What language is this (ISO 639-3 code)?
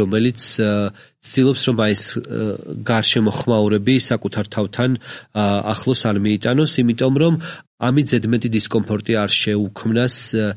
kat